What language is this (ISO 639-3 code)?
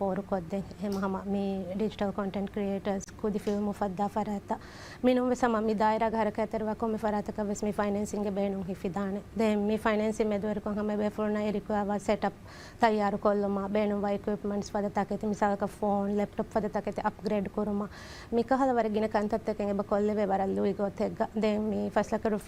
div